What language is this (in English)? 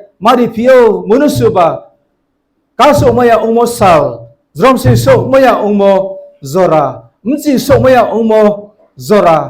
Riang (India)